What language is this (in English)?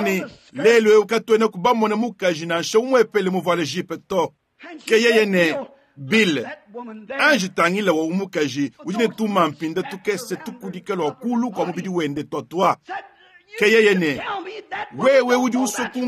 Luba-Lulua